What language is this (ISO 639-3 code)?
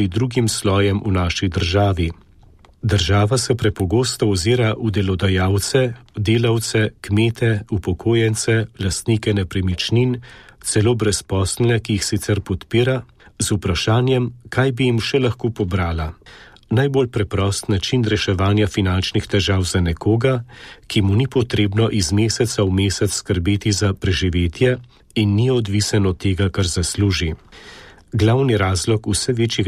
slv